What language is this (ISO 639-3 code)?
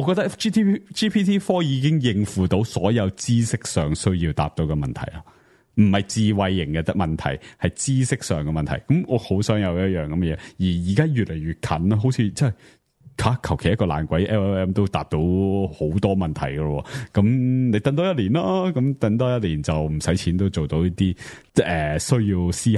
yue